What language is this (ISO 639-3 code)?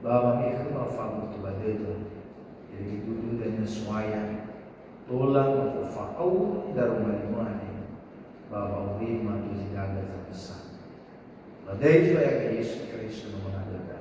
nia